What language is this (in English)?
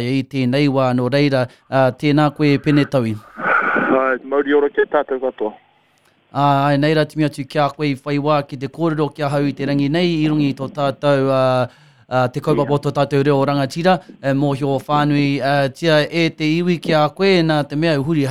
Māori